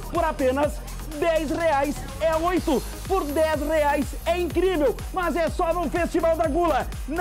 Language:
Portuguese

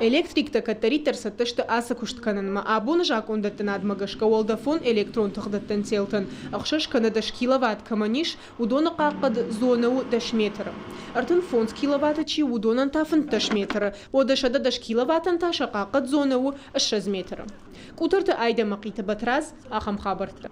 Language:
Ossetic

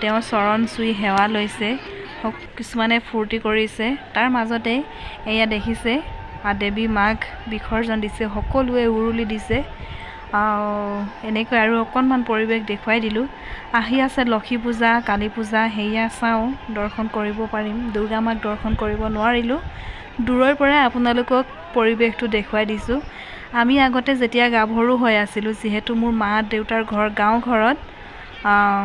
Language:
Assamese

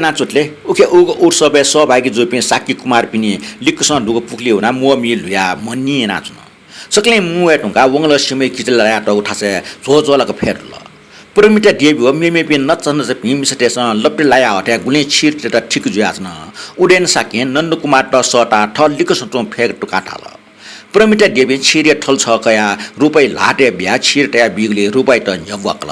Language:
Newari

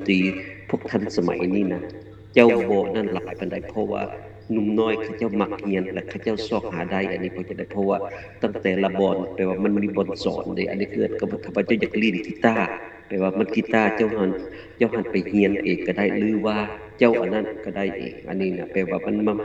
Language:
Lao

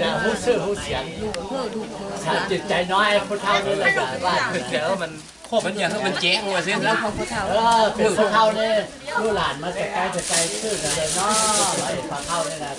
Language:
Lao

